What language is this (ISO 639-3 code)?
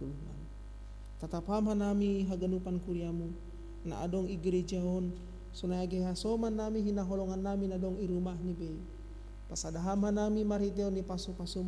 bts